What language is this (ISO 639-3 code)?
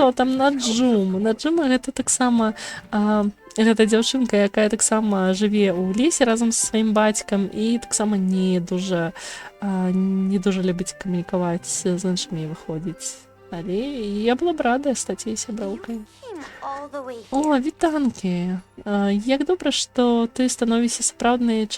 bel